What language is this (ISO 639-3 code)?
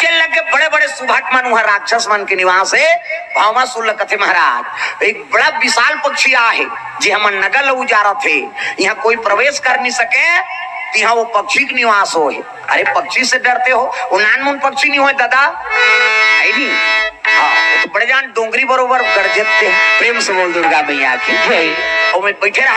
hne